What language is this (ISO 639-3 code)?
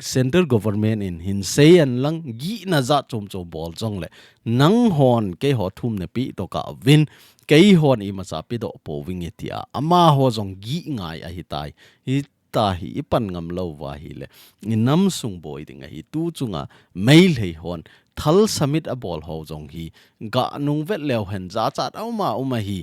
tcz